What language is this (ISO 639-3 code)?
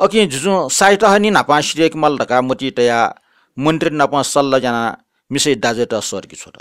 new